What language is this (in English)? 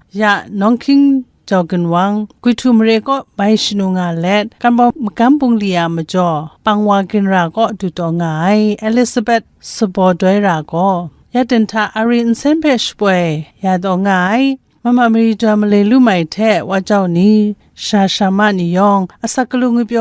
Kachin